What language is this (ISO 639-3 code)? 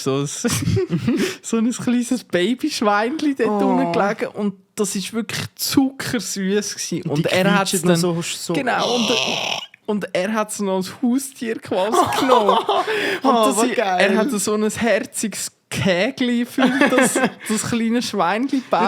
gsw